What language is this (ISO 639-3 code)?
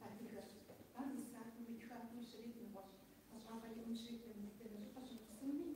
kbd